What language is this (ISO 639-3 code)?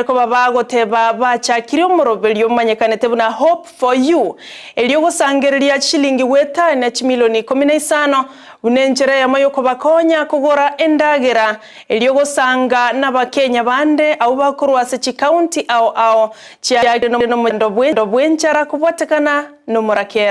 guz